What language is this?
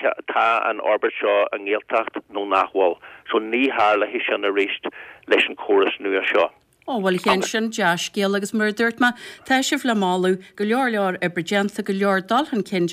Irish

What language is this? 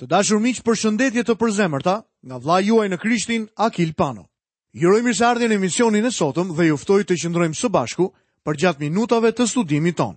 Albanian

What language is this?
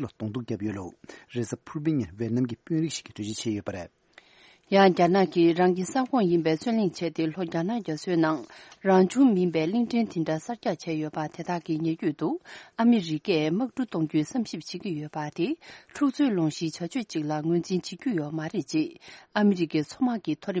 Tibetan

